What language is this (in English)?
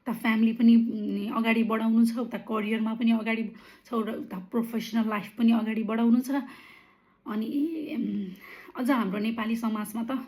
Nepali